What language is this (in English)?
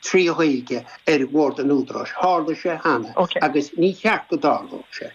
Irish